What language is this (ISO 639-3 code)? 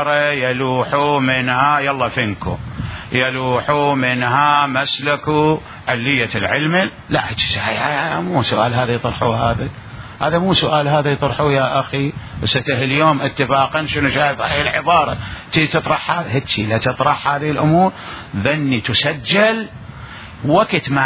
acm